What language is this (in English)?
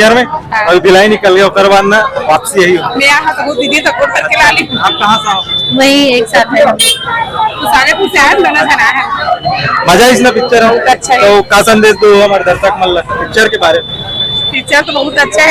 Chhattisgarhi